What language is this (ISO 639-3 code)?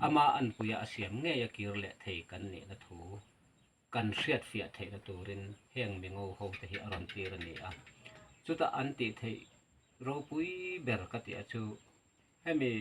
lus